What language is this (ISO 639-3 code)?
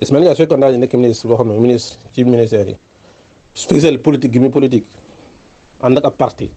wol